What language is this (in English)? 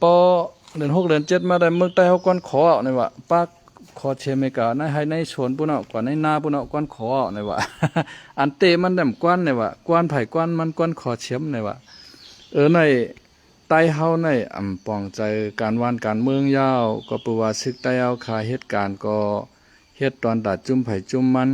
Shan